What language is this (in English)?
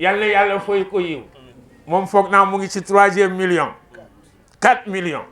Wolof